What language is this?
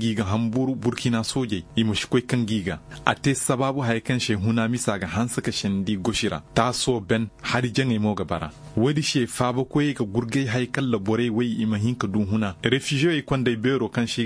Koyraboro Senni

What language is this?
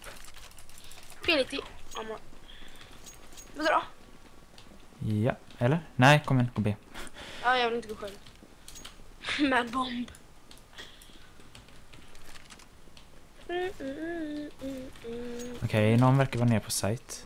Swedish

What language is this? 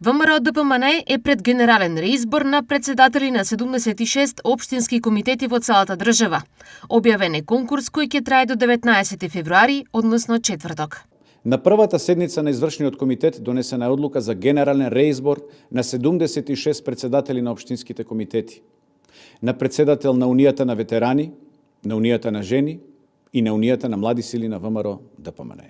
Macedonian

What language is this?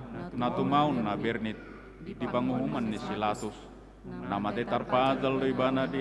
Batak Toba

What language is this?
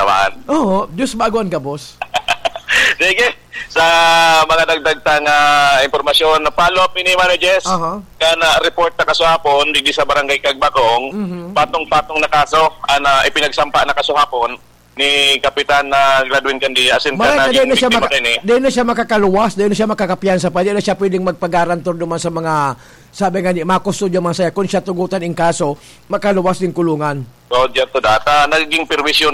Bikol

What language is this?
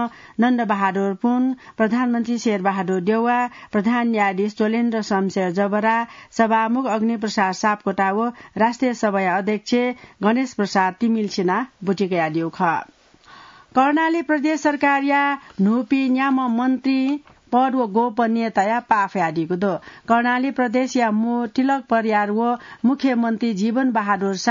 Newari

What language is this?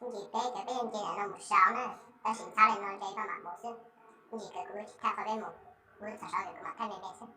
Hmong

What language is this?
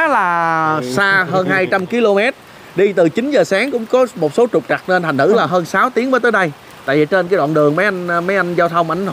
Vietnamese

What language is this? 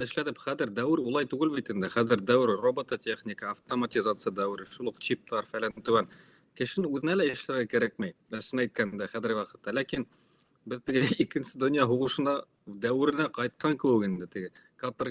Bashkir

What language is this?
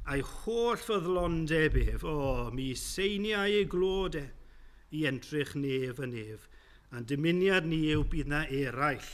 Welsh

